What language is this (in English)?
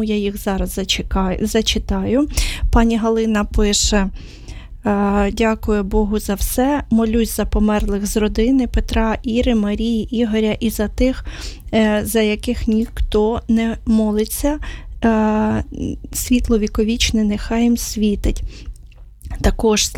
Ukrainian